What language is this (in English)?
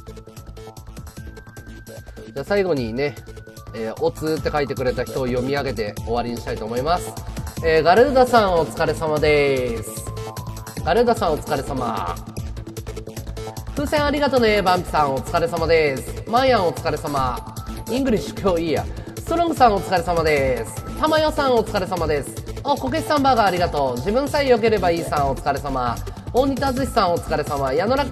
Japanese